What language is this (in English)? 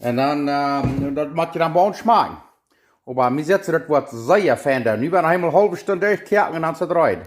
Plautdietsch